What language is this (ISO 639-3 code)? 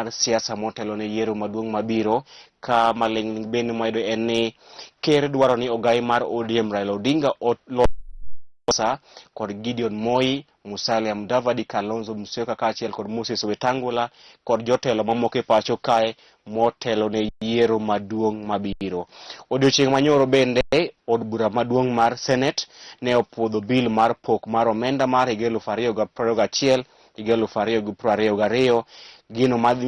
luo